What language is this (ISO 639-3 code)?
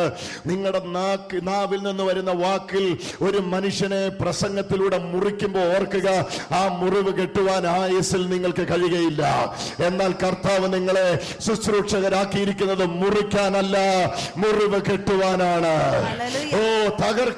mal